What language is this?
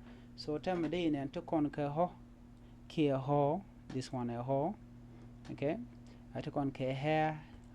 Nuer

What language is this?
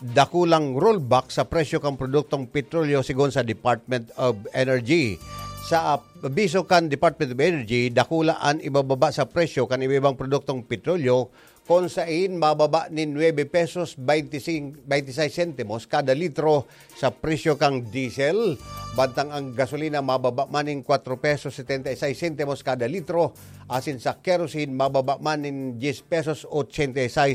Bikol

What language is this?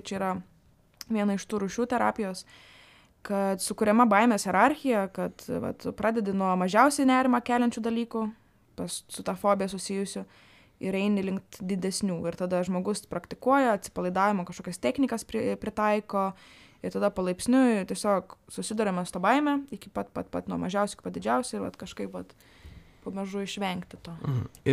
Lithuanian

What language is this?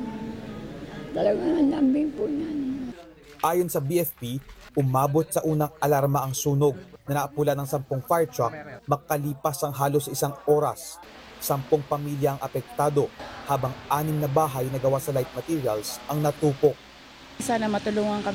Filipino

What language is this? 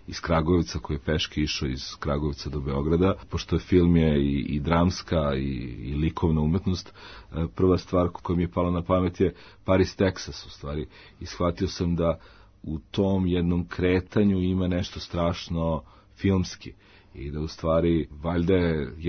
Serbian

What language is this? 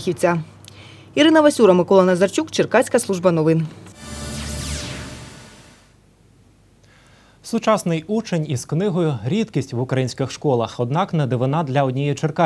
Ukrainian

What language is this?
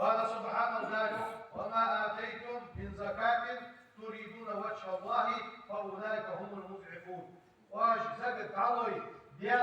Ingush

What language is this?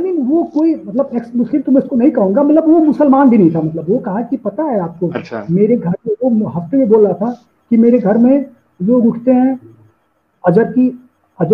Hindi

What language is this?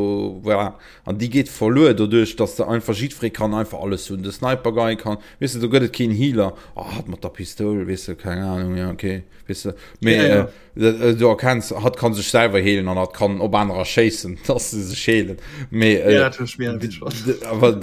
Luxembourgish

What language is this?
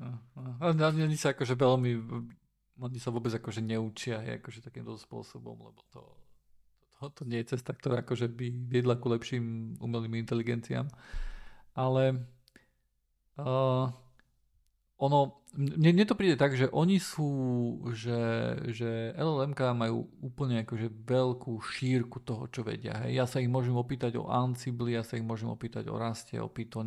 Slovak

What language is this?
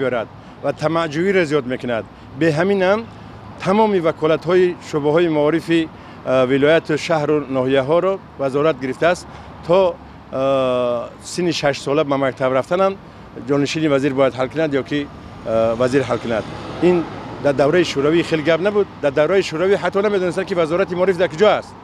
Tajik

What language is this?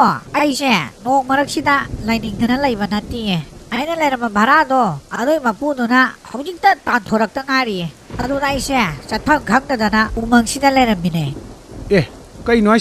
Manipuri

